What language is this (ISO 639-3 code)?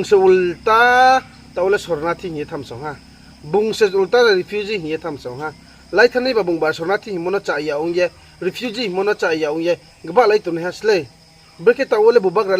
ria